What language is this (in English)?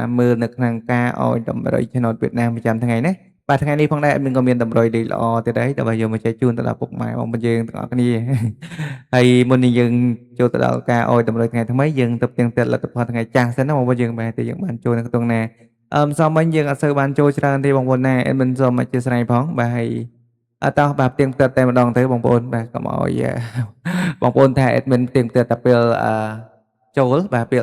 Khmer